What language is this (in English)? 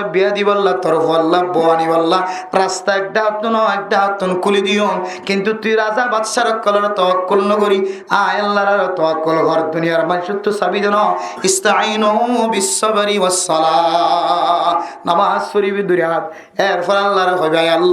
Rohingya